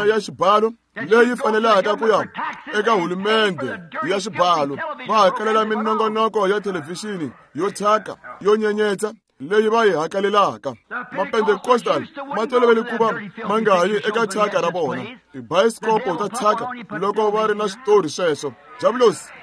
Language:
Tsonga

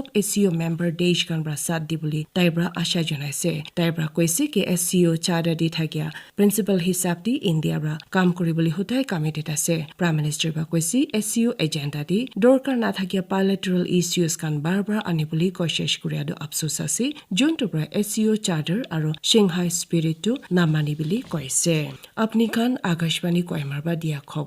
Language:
Naga Pidgin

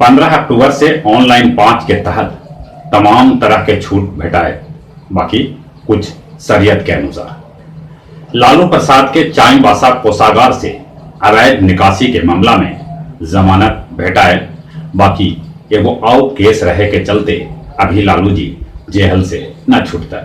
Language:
Magahi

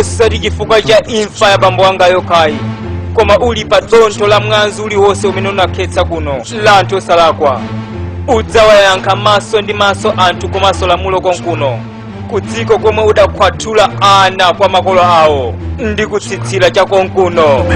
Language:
Nyanja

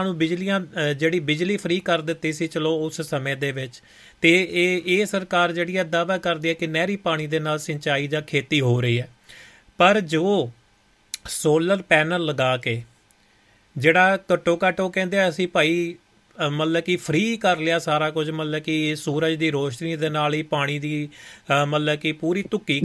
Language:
Punjabi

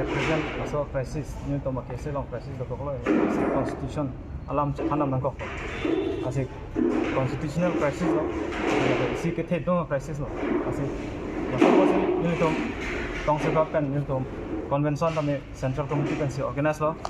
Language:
Karbi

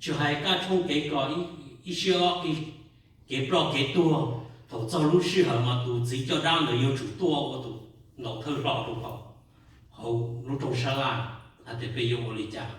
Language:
Hmong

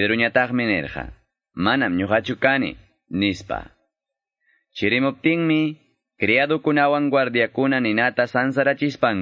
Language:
Quechua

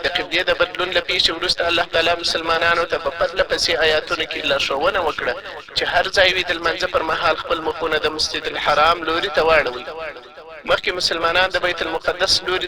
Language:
Pashto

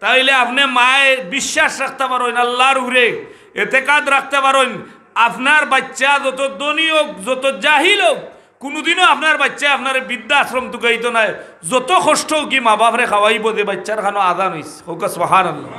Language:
Sylheti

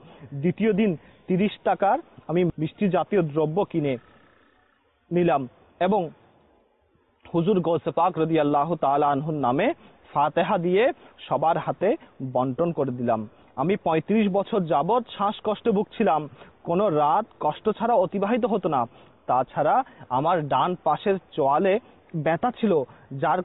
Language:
Bangla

